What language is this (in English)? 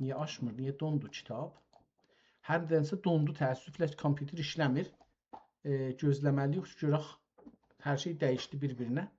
South Azerbaijani